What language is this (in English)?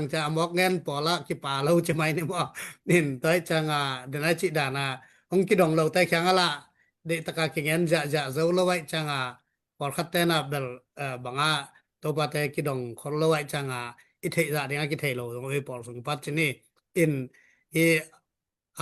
Tedim Chin